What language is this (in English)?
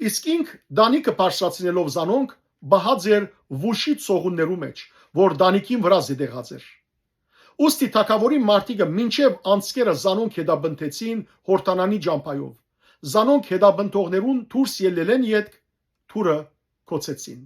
Western Armenian